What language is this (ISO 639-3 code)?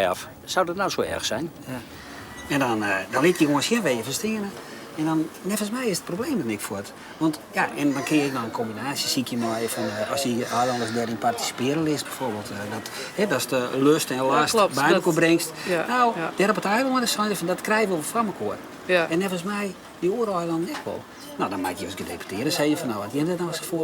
fry